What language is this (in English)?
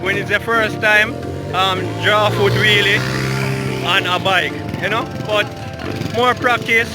Jamaican Creole English